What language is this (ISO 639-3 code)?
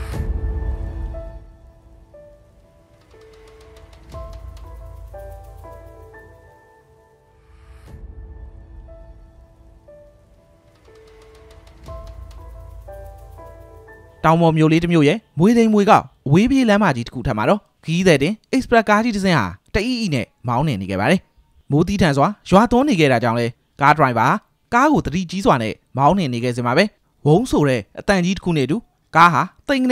mya